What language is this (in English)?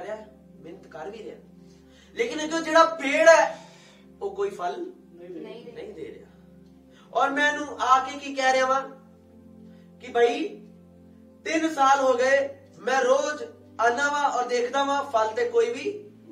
Punjabi